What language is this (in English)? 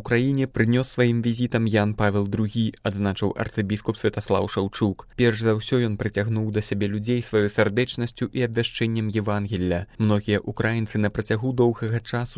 Belarusian